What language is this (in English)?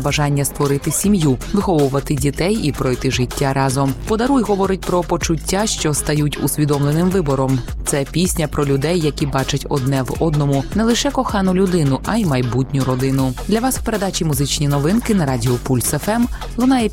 Ukrainian